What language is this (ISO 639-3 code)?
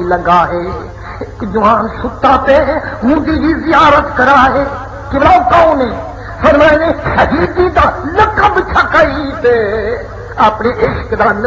skr